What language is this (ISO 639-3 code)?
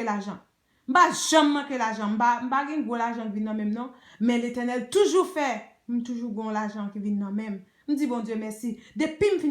hat